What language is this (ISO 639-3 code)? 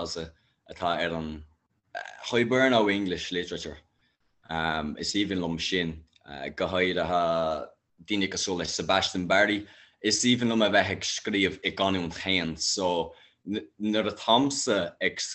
gle